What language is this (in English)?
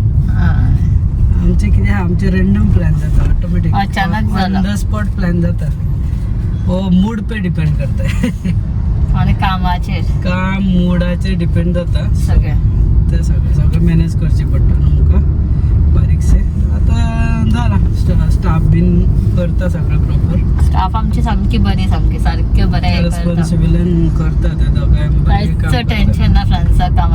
Konkani